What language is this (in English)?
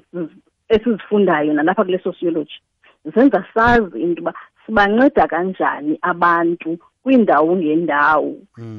Xhosa